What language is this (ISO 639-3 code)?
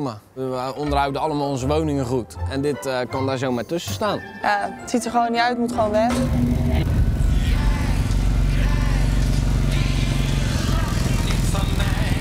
nld